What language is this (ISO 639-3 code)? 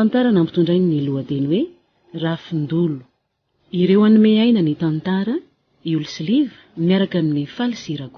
mlg